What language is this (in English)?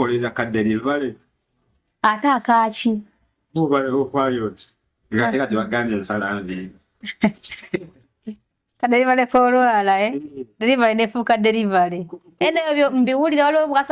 Ganda